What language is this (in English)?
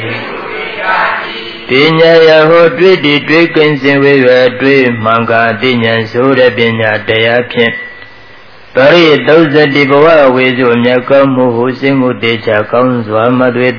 Burmese